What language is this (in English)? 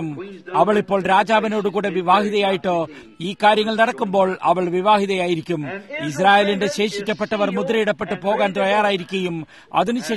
Malayalam